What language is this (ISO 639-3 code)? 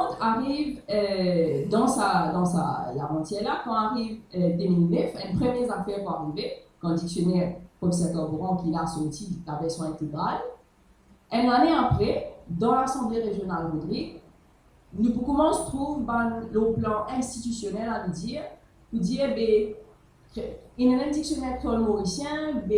mfe